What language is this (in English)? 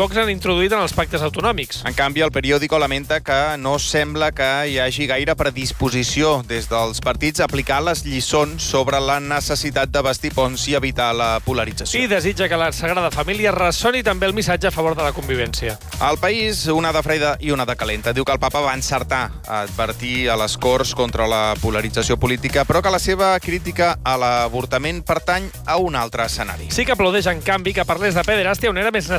Catalan